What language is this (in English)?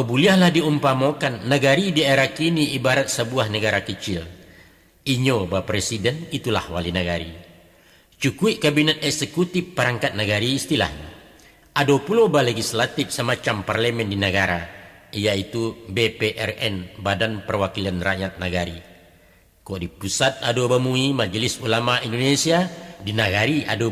Minangkabau